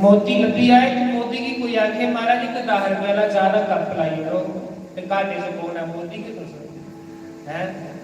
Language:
Dogri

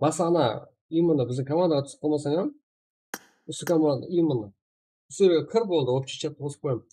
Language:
Kara-Kalpak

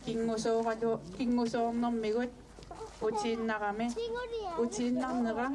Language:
Kalaallisut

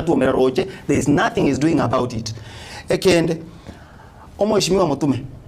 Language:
Gusii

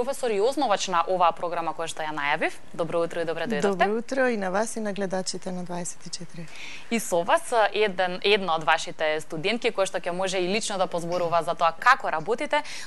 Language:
Macedonian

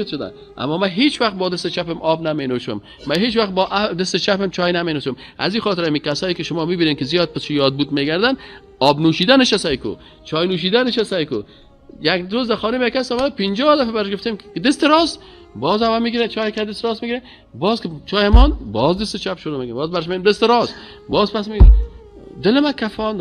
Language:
Persian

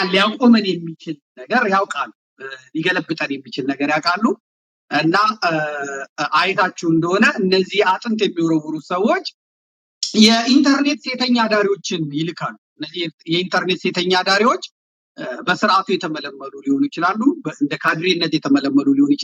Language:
Amharic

